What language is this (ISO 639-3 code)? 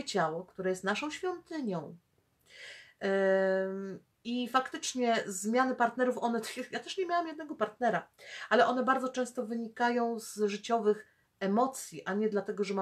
pol